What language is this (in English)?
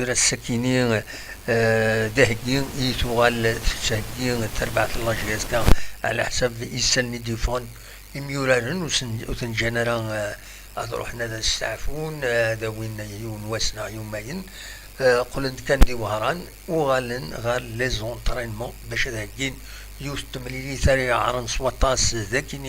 Kabyle